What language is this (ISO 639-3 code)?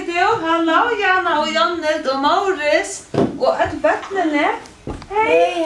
fao